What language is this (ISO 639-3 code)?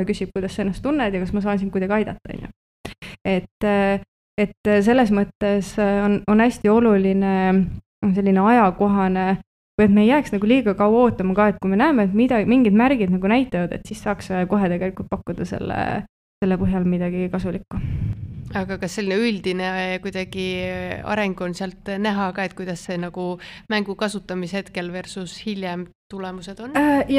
est